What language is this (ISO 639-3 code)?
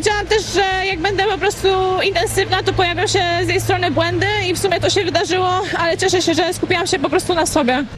pol